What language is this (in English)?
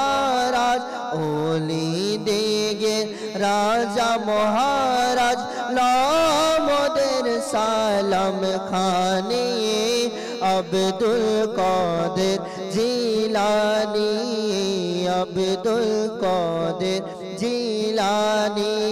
Bangla